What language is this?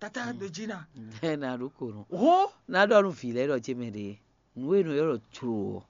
Fon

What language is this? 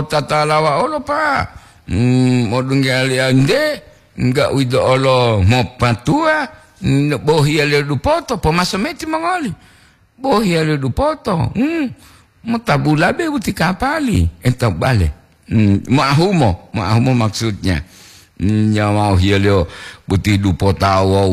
Gorontalo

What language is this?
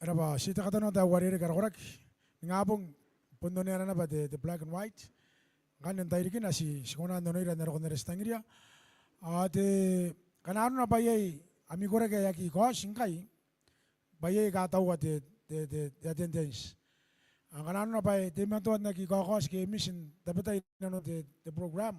Gilbertese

